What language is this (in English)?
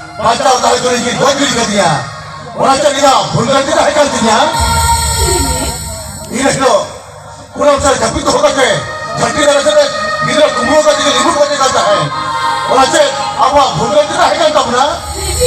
Santali